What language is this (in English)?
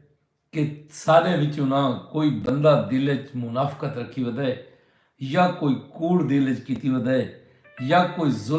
Saraiki